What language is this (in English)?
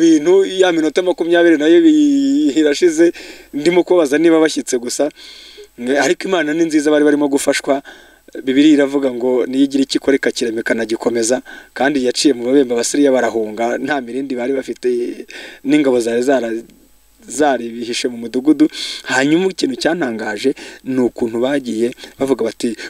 Kinyarwanda